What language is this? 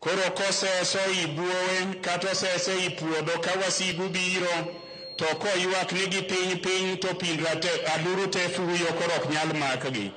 Luo (Kenya and Tanzania)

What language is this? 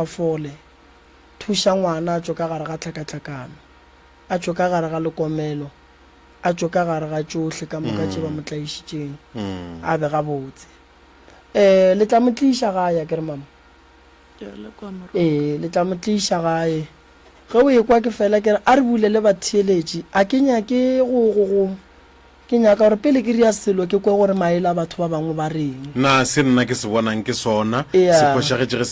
Northern Sotho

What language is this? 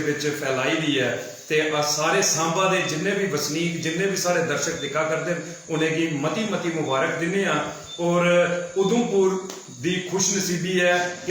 Dogri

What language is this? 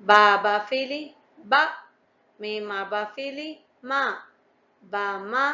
Divehi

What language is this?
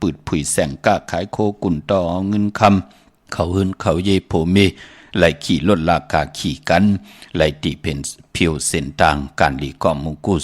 Shan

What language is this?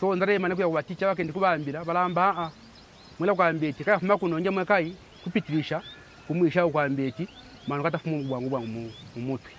Bemba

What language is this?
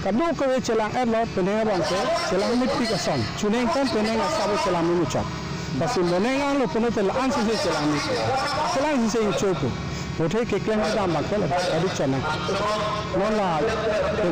Karbi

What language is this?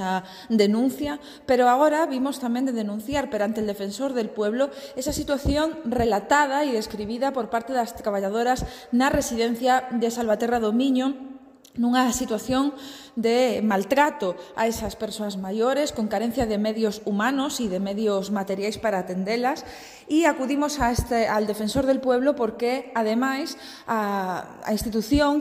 Galician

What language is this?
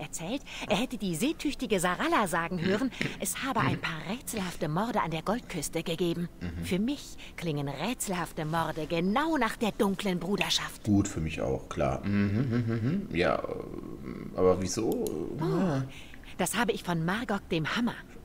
German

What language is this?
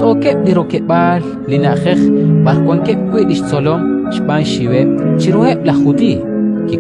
Kekchí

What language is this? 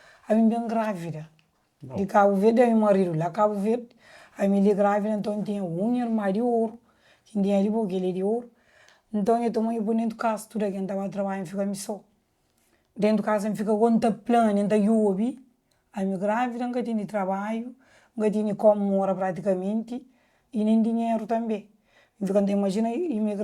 Kabuverdianu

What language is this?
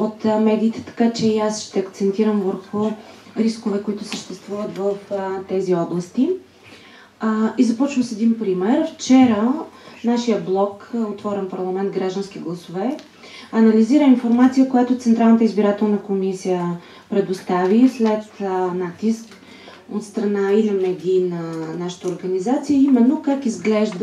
Bulgarian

